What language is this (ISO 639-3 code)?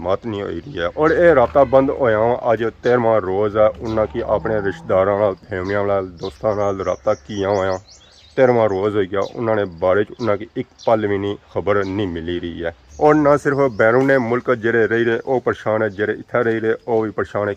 phr